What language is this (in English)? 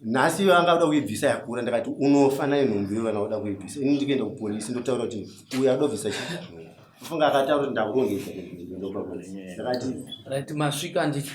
Shona